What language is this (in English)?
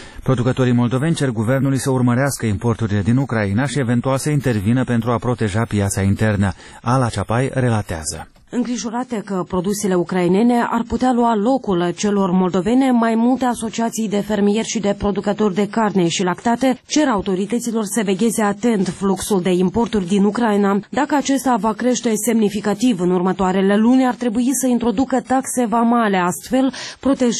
Romanian